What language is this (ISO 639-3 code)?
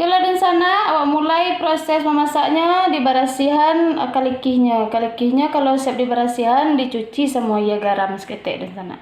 min